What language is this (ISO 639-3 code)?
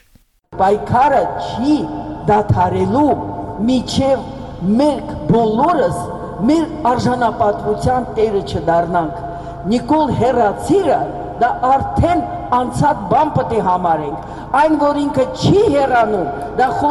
hye